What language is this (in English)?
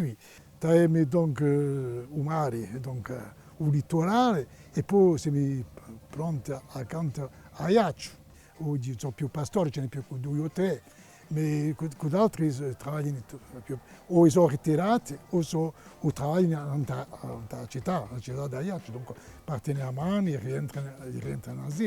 Corsican